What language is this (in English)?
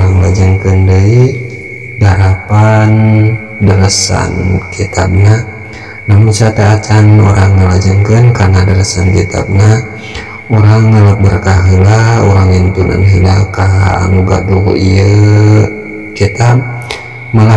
Sundanese